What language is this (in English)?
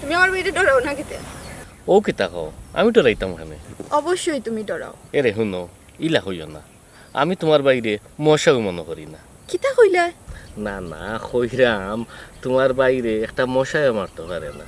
Sylheti